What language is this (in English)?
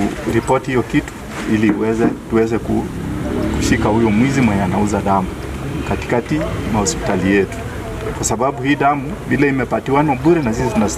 Gusii